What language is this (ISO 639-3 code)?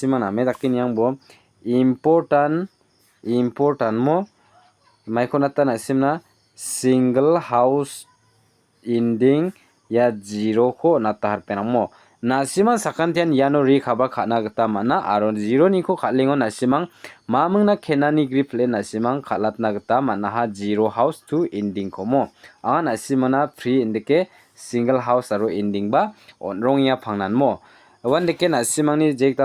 grt